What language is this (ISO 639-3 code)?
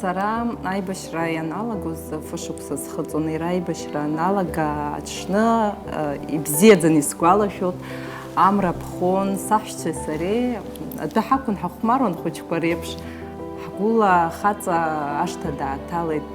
abk